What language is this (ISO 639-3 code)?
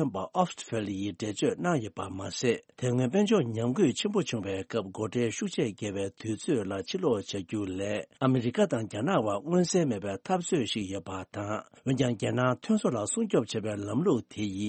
bod